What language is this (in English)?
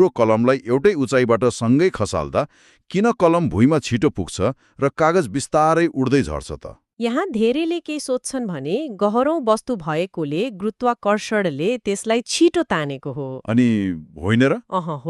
Nepali